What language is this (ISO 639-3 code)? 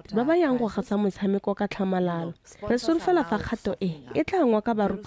tsn